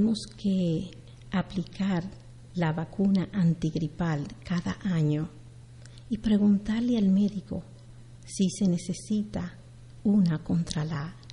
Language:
Spanish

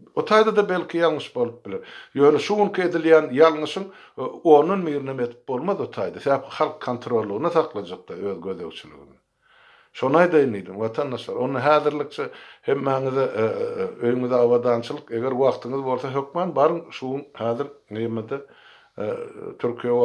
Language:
Turkmen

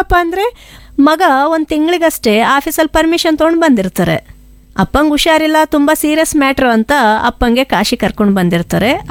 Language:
Kannada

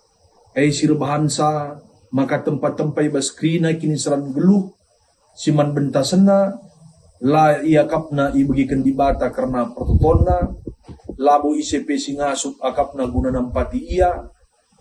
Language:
Batak Karo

